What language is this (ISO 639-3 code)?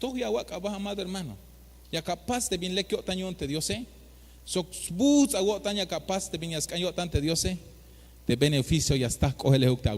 tzh